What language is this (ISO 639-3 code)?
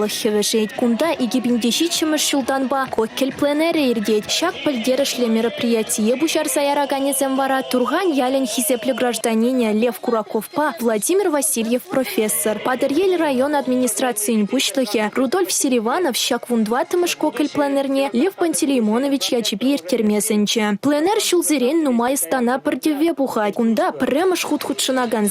chv